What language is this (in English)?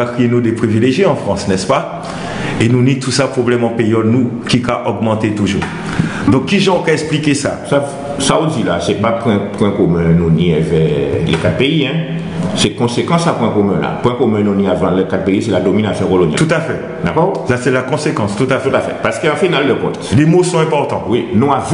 Guadeloupean Creole French